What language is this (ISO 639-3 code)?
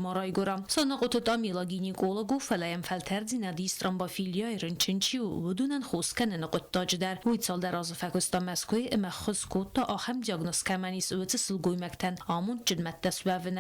oss